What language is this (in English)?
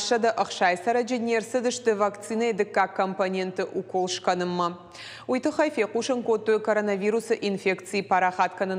Ossetic